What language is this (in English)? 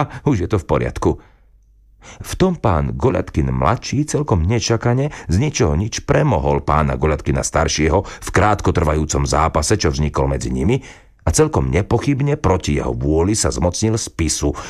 Slovak